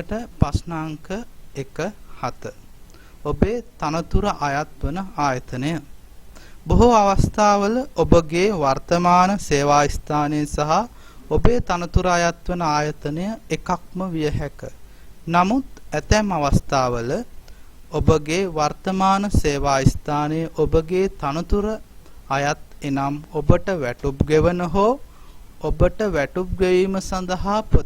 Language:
Sinhala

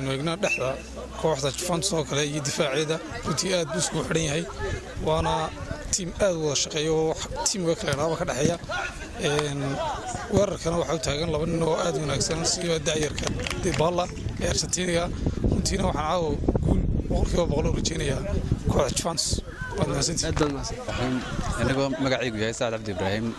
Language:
Somali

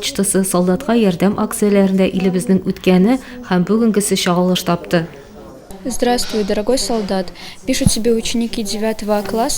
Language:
Tatar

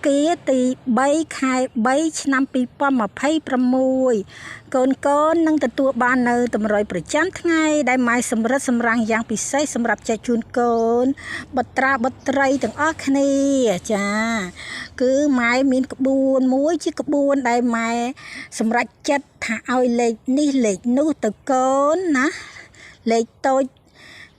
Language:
Khmer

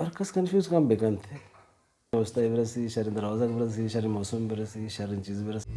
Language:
Baluchi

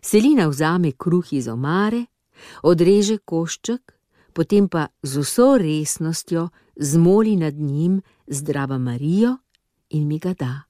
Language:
Slovenian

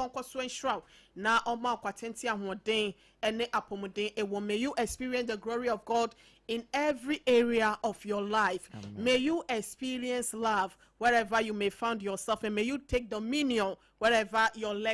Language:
Akan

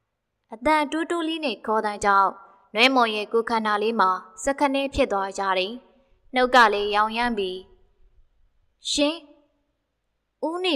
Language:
Burmese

